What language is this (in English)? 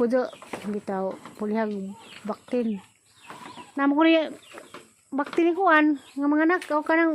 Cebuano